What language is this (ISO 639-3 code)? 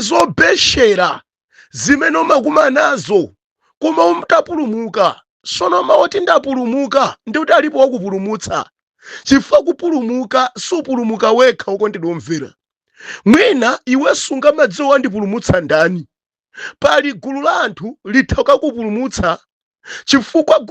nya